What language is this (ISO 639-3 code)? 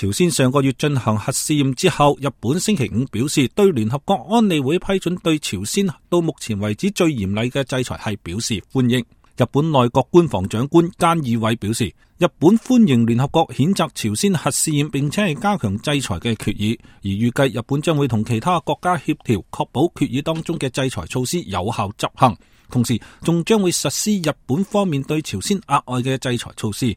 yue